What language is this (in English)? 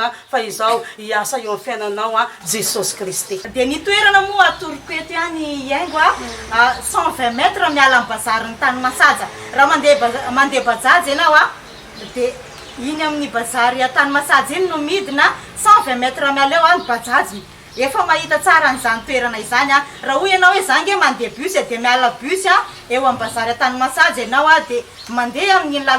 Malagasy